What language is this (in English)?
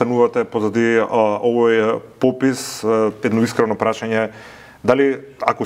Macedonian